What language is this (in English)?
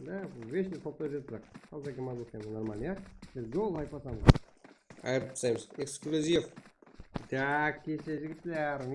Kara-Kalpak